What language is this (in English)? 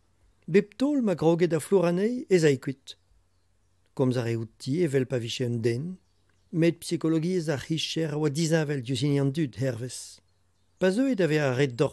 Breton